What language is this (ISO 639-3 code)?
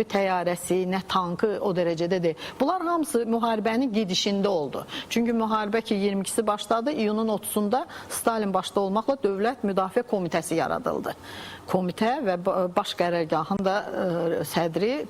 aze